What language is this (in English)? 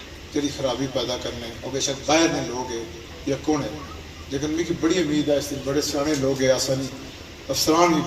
Pahari-Potwari